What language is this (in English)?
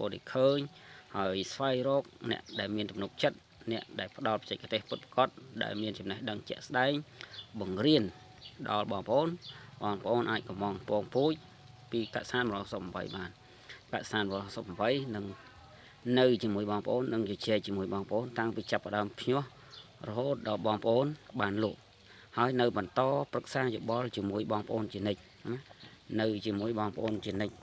Khmer